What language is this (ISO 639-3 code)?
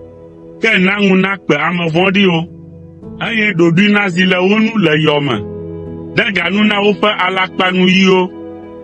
ewe